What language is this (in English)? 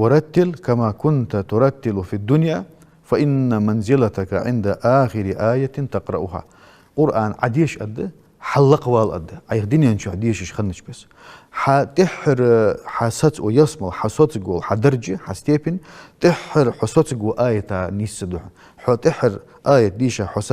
Ingush